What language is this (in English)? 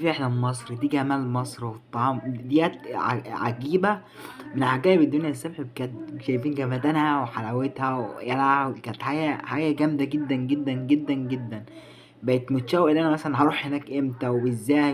Egyptian Arabic